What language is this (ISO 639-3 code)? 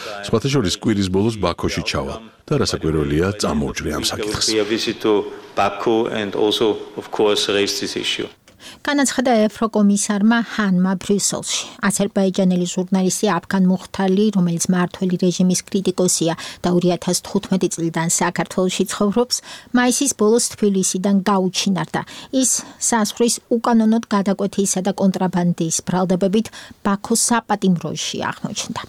kat